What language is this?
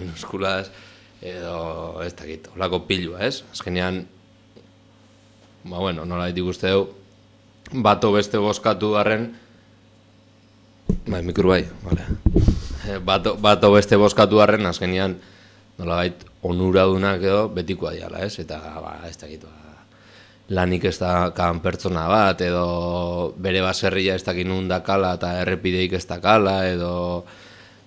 Basque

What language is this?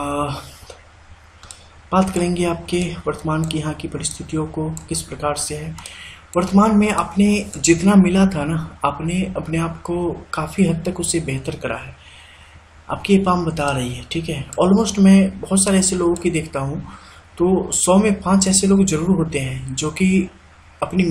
Hindi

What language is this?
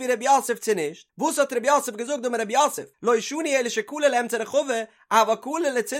Yiddish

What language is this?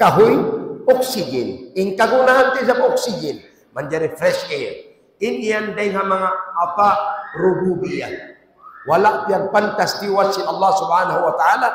Tausug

